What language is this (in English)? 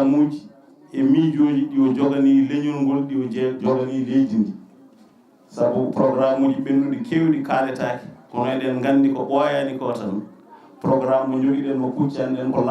Fula